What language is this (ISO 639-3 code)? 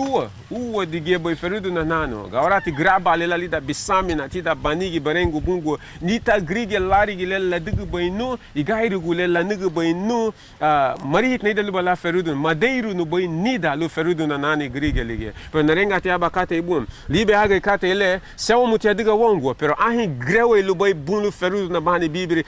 cab